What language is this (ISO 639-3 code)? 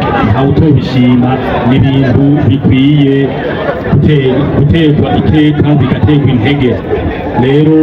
run